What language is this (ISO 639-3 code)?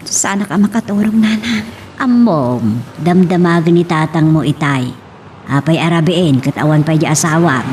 ilo